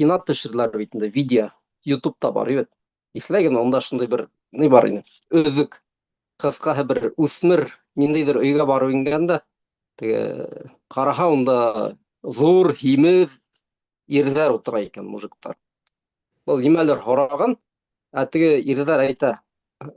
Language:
Bashkir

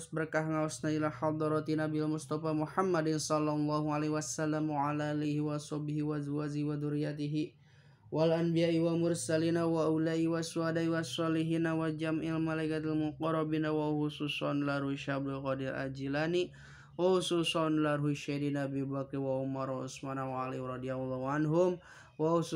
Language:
Sundanese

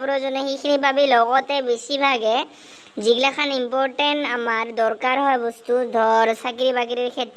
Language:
Assamese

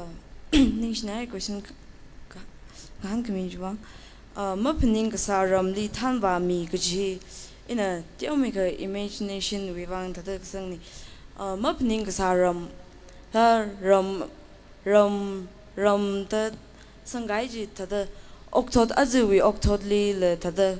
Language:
Tangkhul Naga (India)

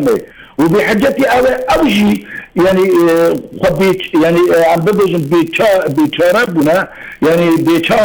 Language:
Kurdish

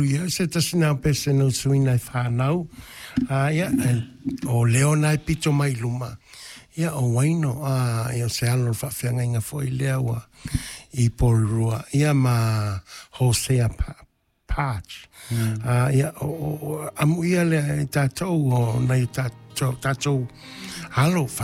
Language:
Samoan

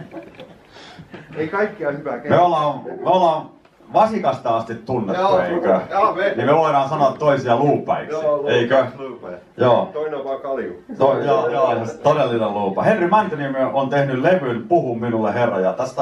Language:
Finnish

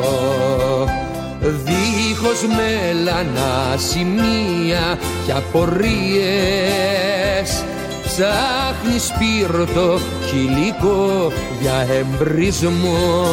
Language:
Greek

